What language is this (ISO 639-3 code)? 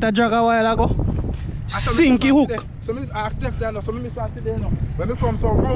jam